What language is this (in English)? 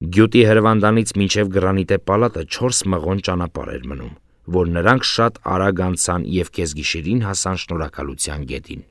Armenian